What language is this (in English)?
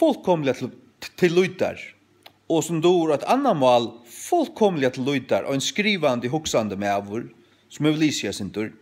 Faroese